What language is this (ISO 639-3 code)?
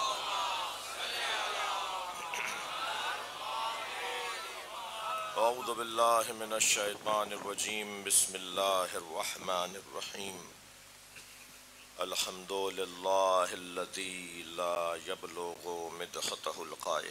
urd